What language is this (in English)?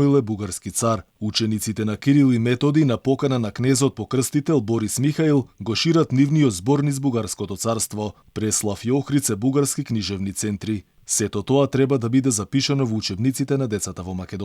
Macedonian